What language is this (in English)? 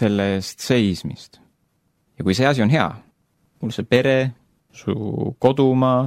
Estonian